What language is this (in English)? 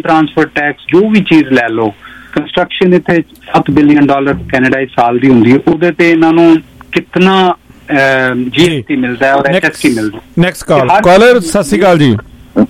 Punjabi